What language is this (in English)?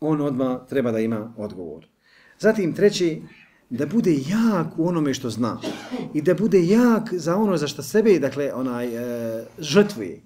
Bosnian